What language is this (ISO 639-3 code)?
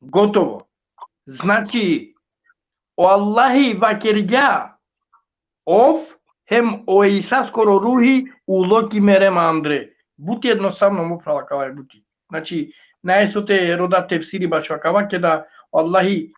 rmn